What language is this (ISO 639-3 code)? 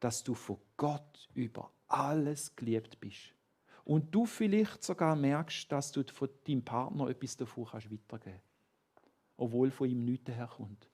gsw